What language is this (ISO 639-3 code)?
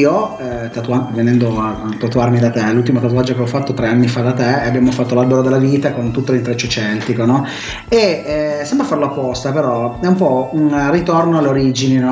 ita